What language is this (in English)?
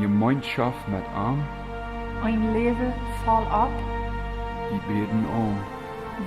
Plautdietsch